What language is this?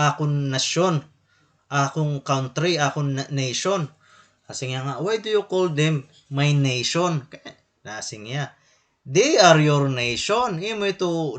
Waray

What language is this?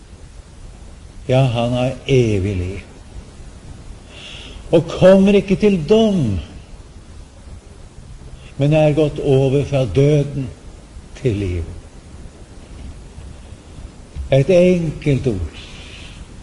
Norwegian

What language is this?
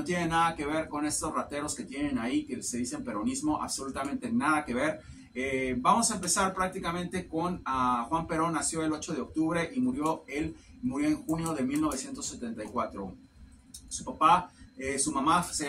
Spanish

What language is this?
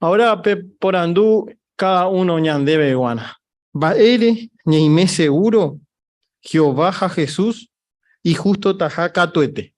Guarani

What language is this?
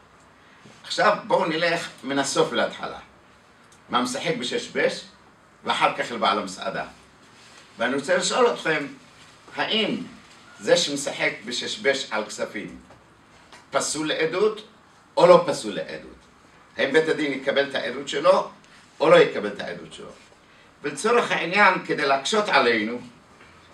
Hebrew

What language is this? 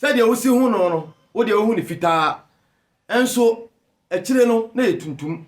Akan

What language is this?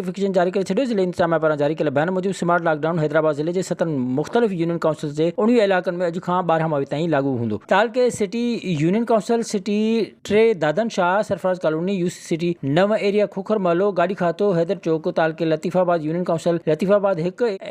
Sindhi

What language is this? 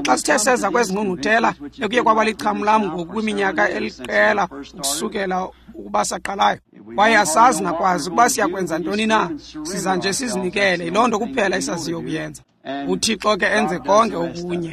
Xhosa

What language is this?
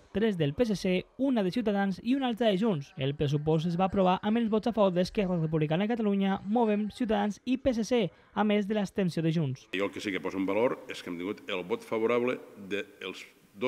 Catalan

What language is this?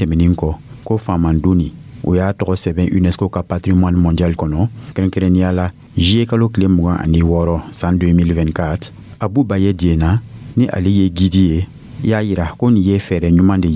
Dyula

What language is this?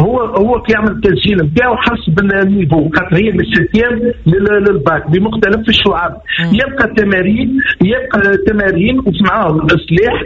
Tunisian Arabic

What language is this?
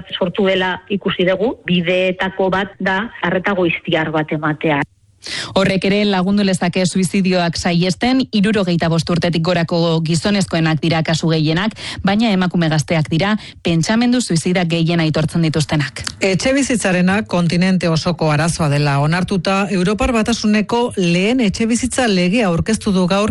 Basque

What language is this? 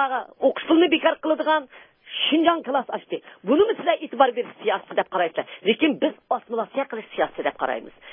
Uyghur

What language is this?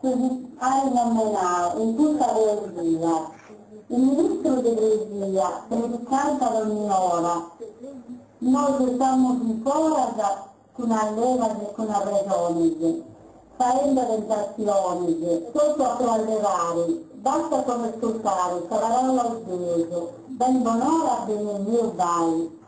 Sardinian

